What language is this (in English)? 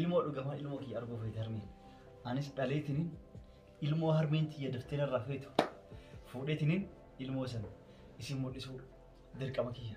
Oromo